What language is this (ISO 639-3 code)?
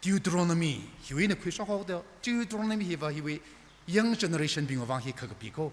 nmf